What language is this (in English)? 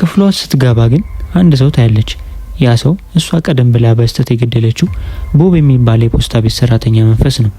Amharic